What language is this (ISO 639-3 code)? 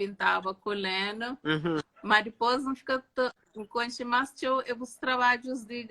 kea